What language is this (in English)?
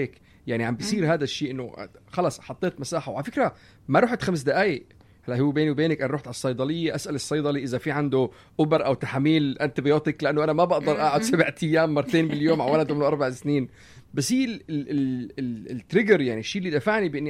North Levantine Arabic